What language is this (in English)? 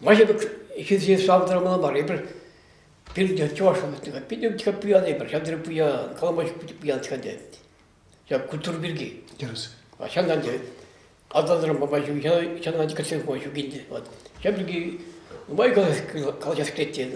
Chuvash